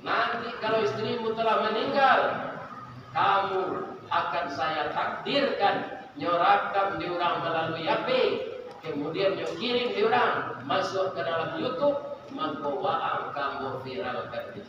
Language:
Minangkabau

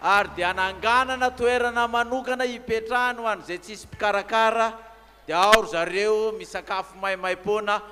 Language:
Malagasy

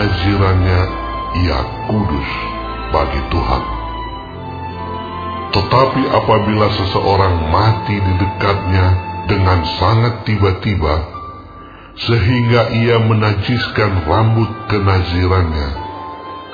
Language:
Indonesian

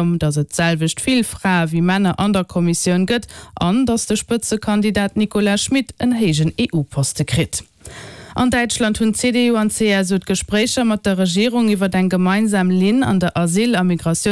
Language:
Luxembourgish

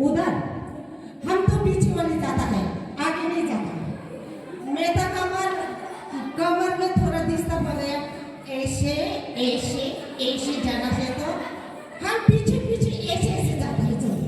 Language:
Riang (India)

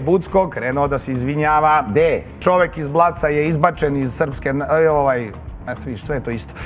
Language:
Serbian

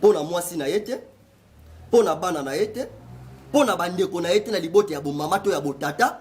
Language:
Lingala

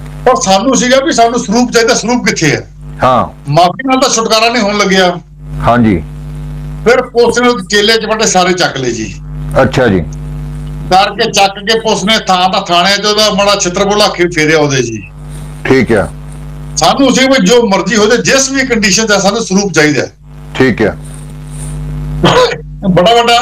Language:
Punjabi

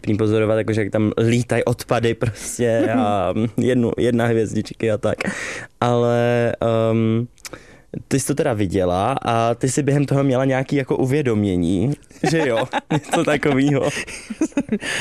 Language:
Czech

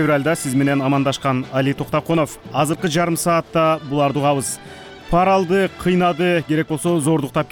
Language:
Kyrgyz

